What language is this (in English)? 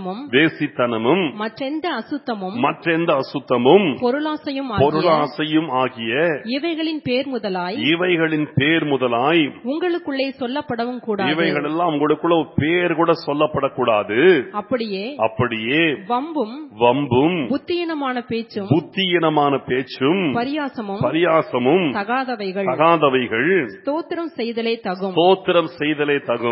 Tamil